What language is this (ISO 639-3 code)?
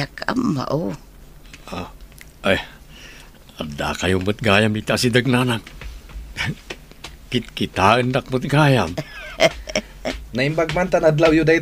ilo